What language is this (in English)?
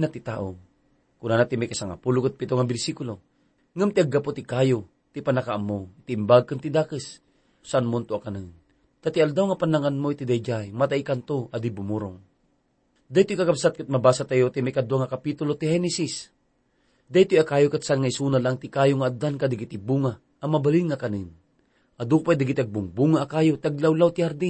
Iloko